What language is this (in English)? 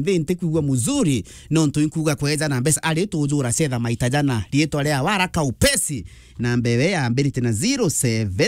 Meru